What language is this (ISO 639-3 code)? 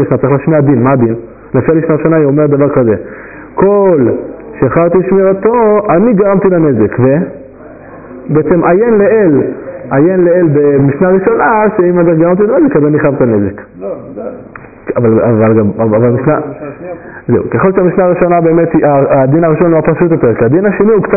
heb